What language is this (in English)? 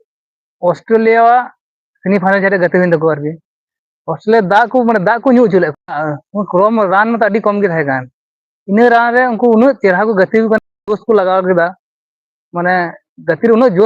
Santali